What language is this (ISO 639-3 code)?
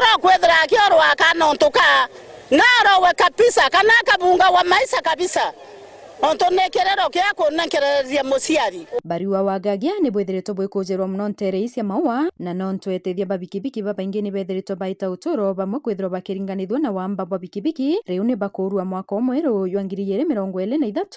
mer